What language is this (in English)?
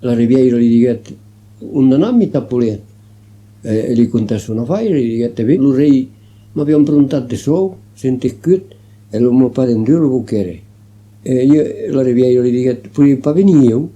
Occitan